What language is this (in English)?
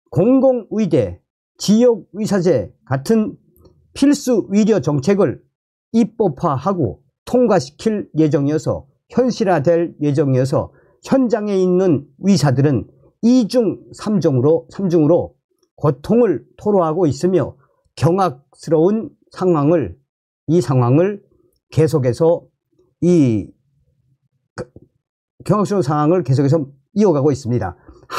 Korean